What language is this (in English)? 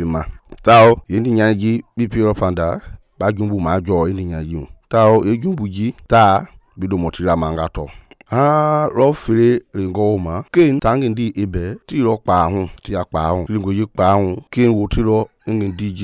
Mende